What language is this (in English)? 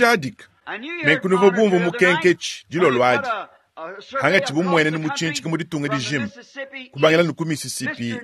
Luba-Lulua